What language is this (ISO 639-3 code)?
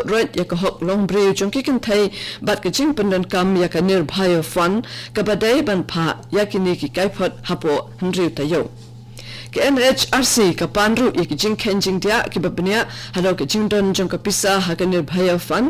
kha